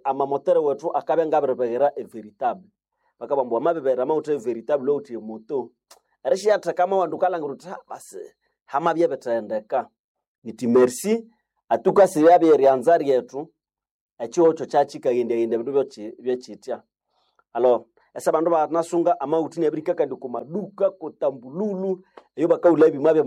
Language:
Nande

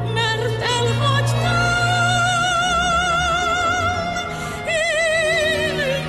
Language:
Hungarian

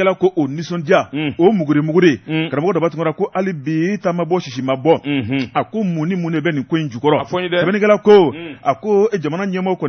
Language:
Bambara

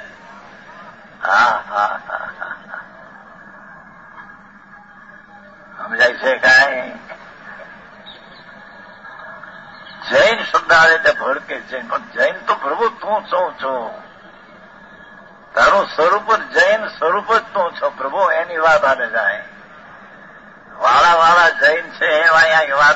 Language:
Gujarati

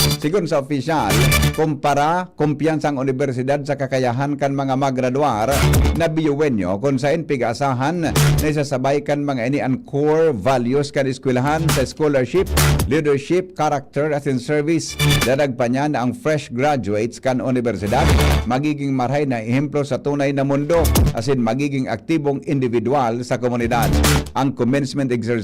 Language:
Bikol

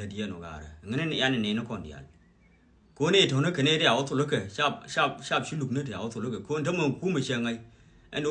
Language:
Nuer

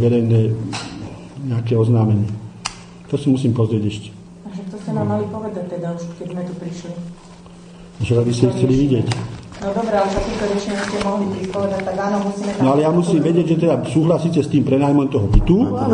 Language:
Slovak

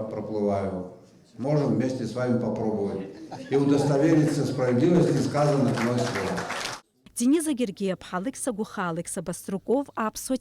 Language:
Abkhazian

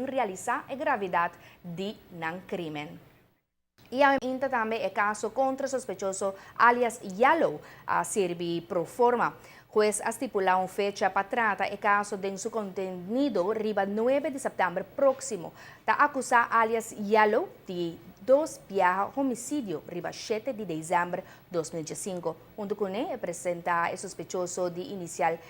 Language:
Papiamento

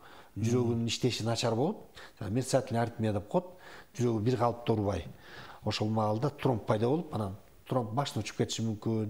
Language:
Kyrgyz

